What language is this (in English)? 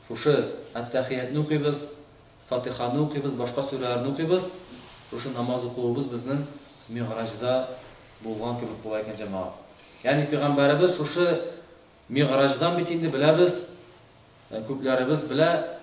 Tatar